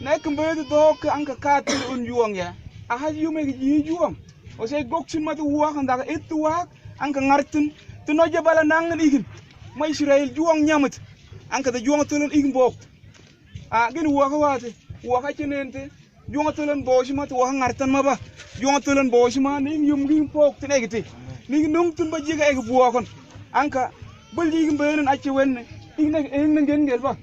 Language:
Mabaan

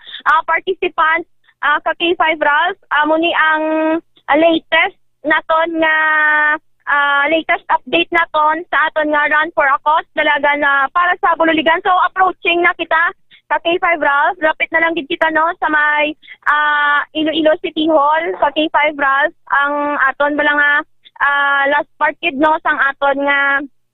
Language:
Hiligaynon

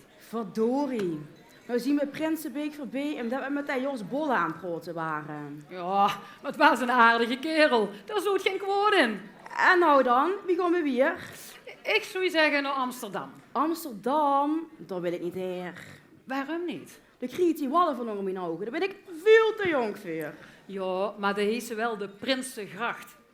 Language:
Limburgish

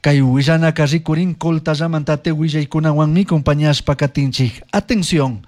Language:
Chimborazo Highland Quichua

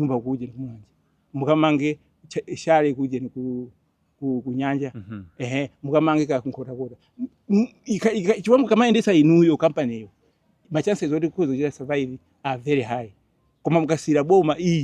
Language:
Nyanja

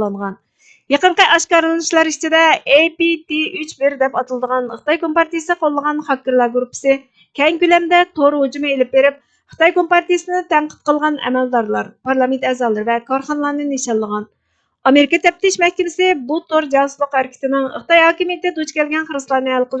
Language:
Uyghur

